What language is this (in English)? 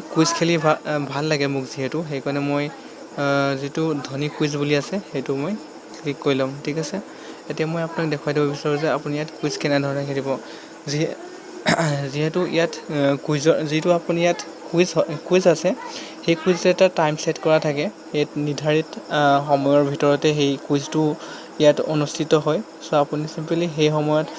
Assamese